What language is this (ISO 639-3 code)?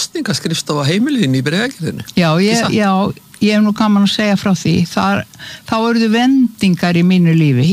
isl